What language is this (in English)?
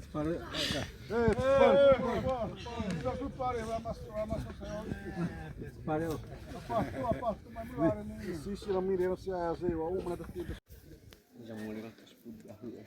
Xavánte